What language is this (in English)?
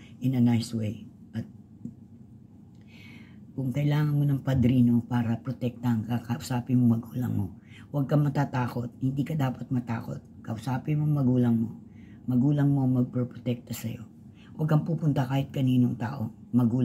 Filipino